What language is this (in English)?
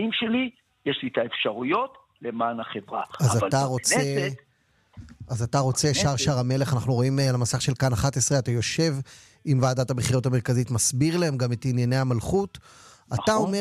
Hebrew